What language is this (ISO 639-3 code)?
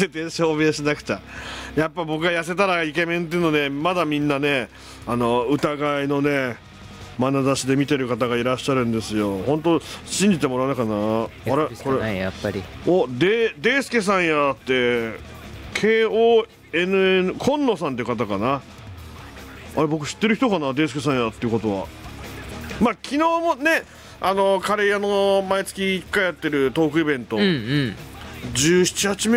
jpn